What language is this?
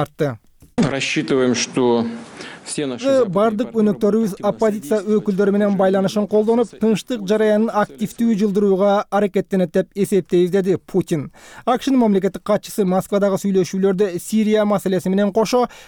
Kyrgyz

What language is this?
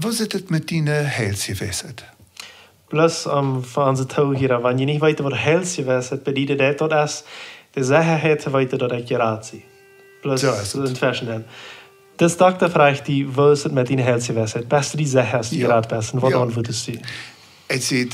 Plautdietsch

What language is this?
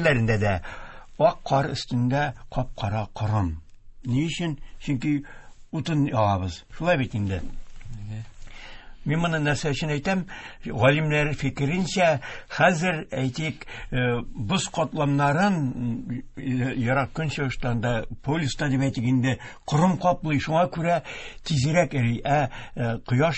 Tatar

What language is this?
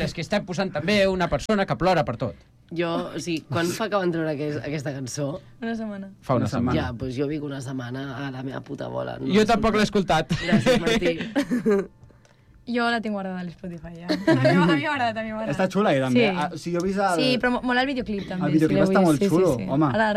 Catalan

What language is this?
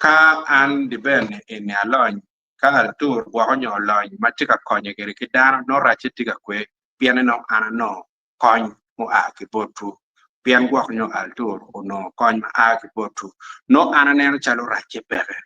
Acoli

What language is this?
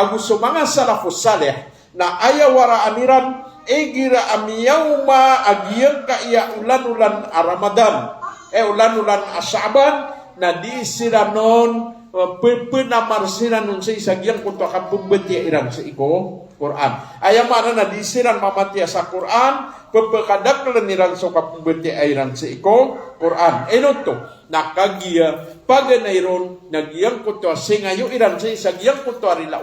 Maranao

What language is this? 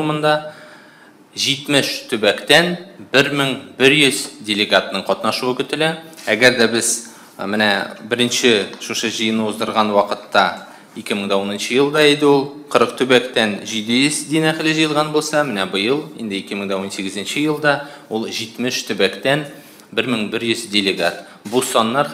Tatar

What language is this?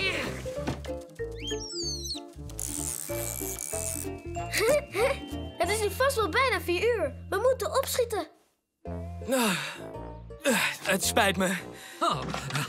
Dutch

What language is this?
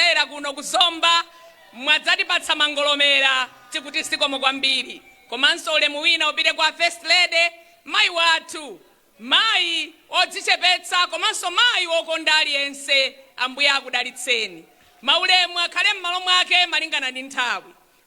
Nyanja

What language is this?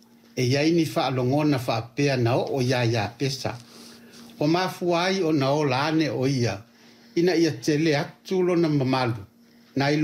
Samoan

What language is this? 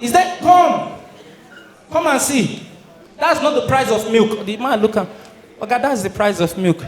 Nigerian Pidgin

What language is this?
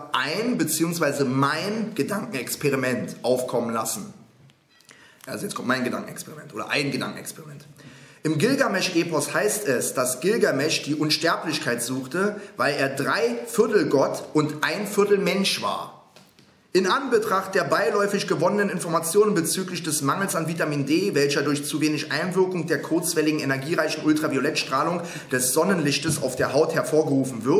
German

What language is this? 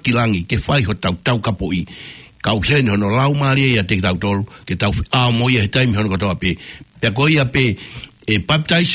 Tongan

